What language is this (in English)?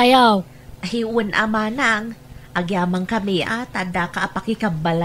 Iloko